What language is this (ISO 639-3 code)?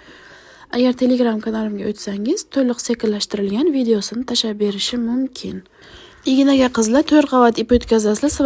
uzb